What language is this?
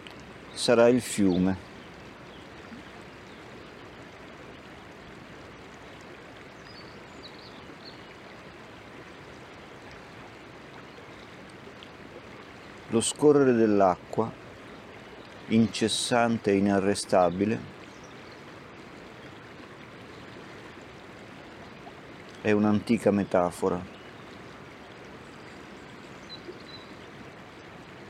Italian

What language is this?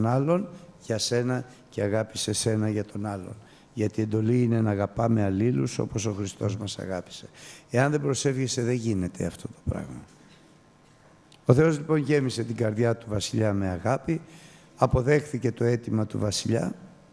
Greek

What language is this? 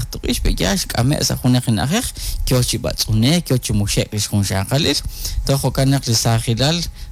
Kekchí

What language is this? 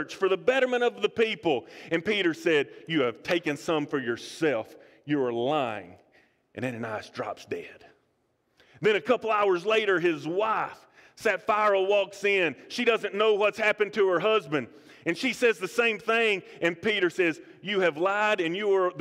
English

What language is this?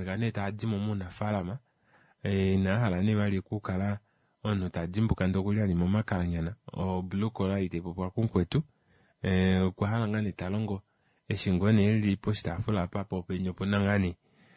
Kuanyama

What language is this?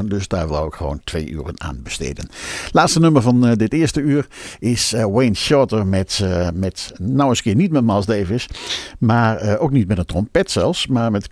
Dutch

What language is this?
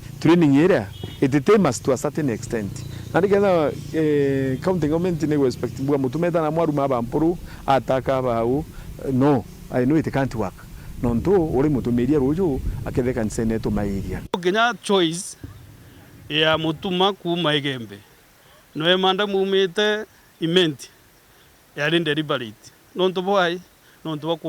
Meru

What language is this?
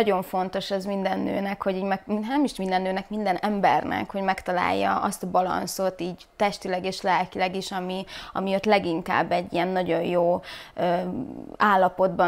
Hungarian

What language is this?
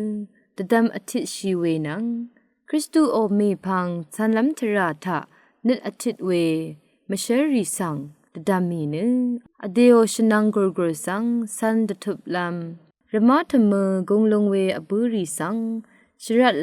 Rawang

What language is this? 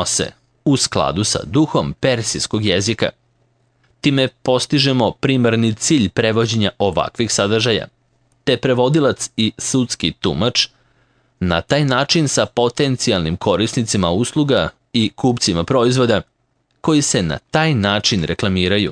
Serbian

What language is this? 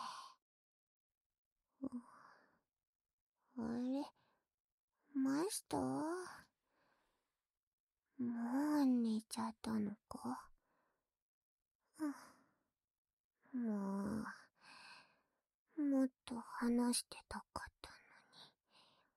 Japanese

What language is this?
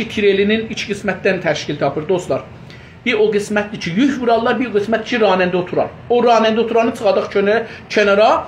South Azerbaijani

